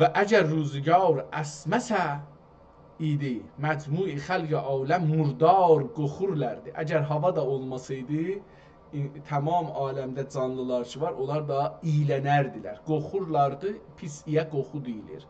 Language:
South Azerbaijani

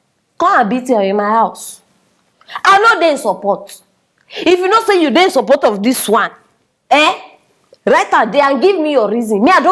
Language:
Nigerian Pidgin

